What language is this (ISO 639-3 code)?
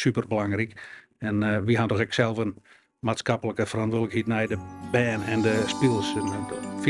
fry